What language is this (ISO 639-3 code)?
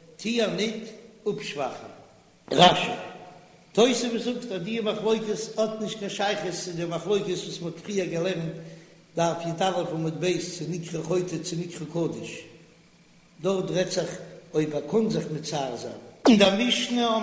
yid